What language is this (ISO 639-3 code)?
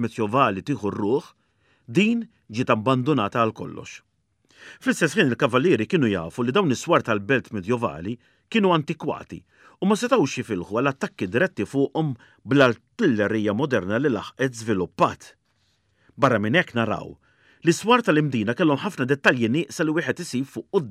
mlt